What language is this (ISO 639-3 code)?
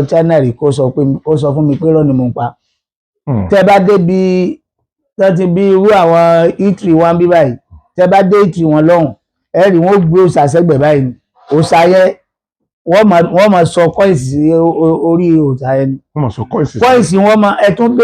yor